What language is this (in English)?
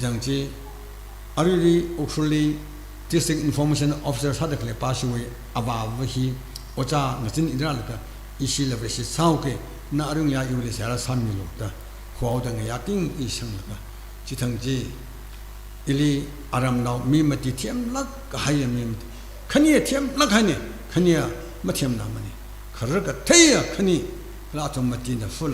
Tangkhul Naga (India)